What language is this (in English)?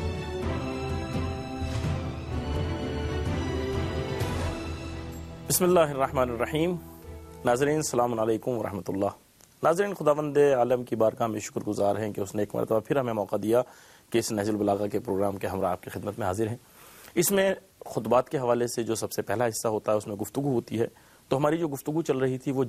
Urdu